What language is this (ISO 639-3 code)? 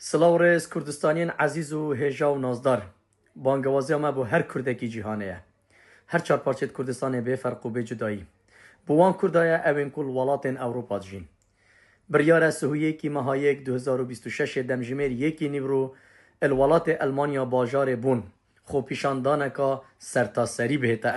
kur